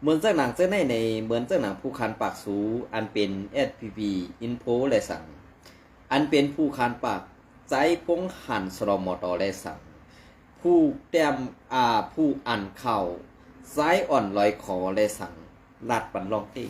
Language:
Shan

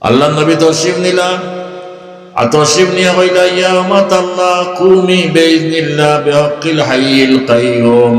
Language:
Sylheti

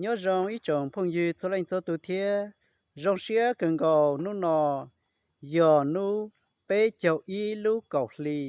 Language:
Hmong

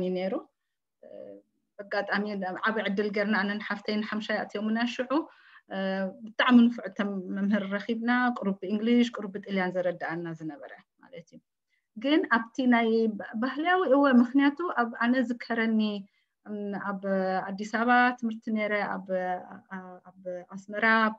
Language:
Tigrinya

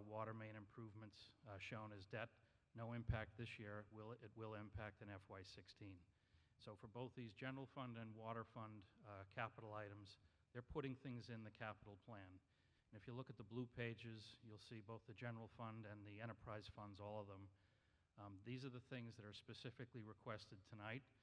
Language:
English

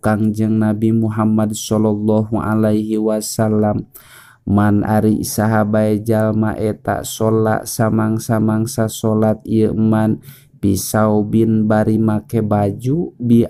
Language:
Sundanese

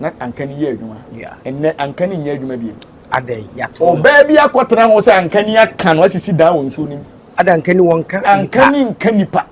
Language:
Akan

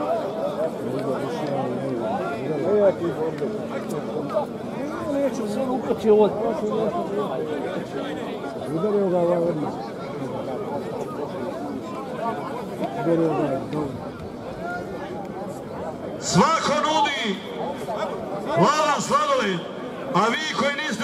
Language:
Croatian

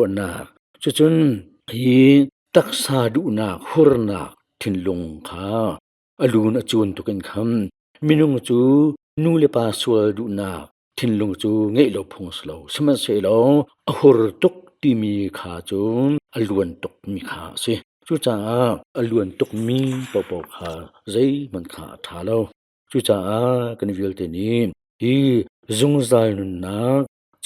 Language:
Hakha Chin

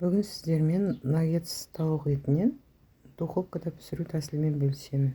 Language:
Kazakh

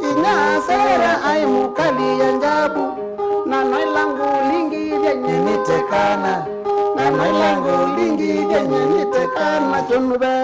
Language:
Kamba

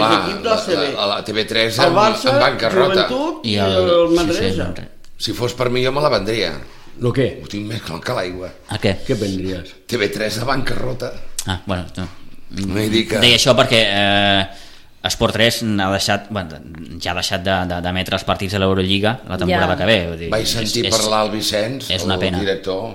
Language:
Catalan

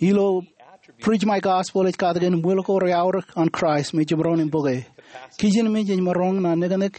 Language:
Marshallese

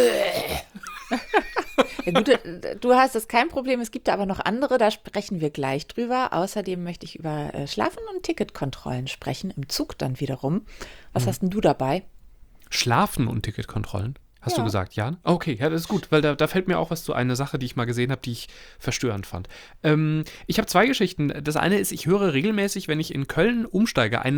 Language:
German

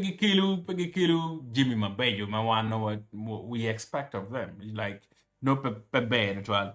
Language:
Acoli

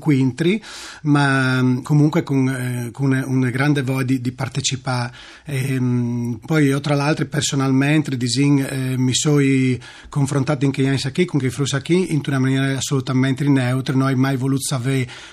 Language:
Friulian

